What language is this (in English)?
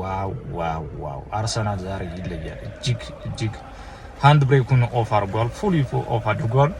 Amharic